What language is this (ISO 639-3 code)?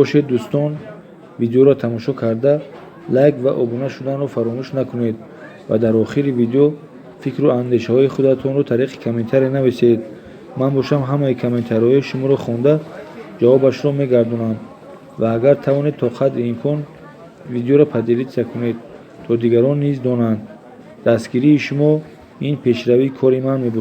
tgk